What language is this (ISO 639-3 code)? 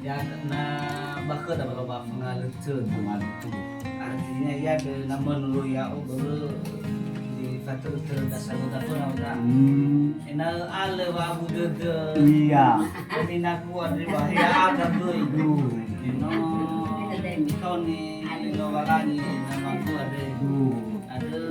nia